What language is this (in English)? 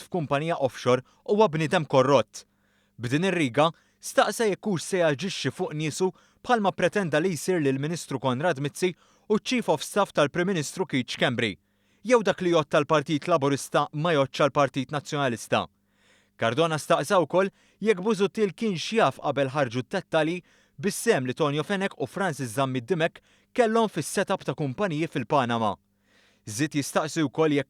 Maltese